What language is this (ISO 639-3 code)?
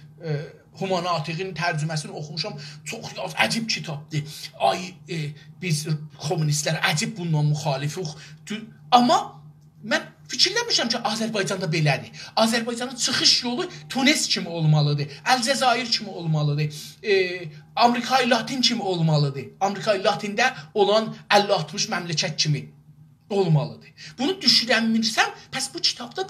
azb